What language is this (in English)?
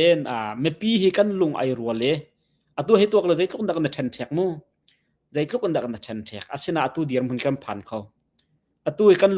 Hakha Chin